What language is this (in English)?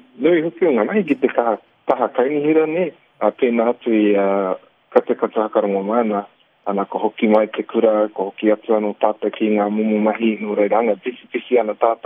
Māori